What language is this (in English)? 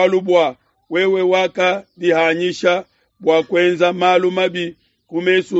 Luba-Lulua